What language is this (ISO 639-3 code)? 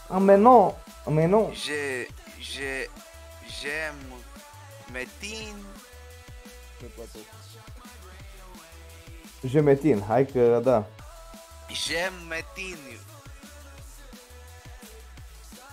ron